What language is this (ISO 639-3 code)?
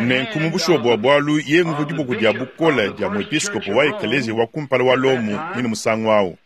lua